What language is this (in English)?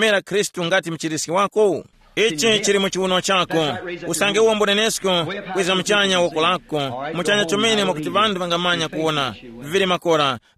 Tumbuka